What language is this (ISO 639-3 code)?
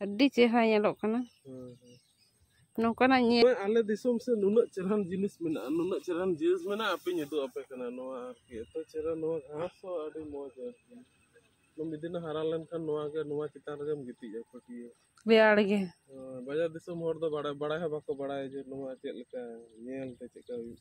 sat